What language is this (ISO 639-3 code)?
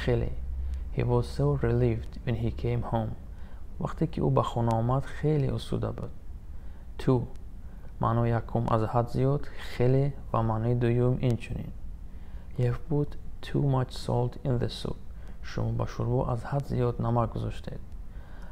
tgk